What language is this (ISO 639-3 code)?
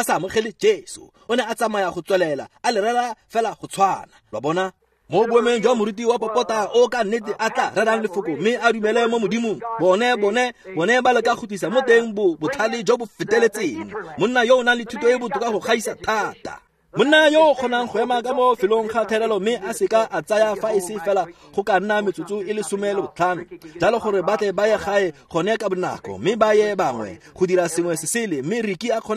tsn